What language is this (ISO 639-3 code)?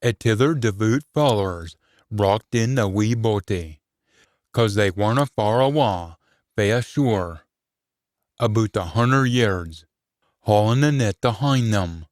sco